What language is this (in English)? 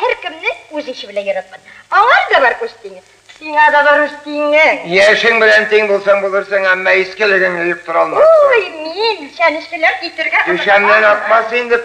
Tatar